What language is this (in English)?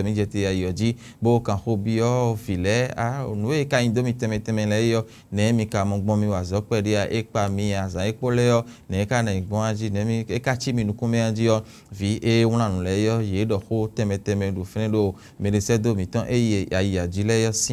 Fon